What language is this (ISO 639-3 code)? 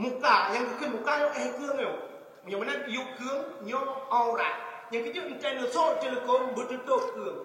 ace